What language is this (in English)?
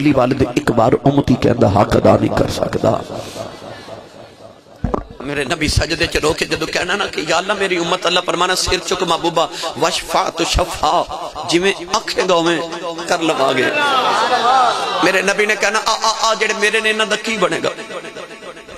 Western Panjabi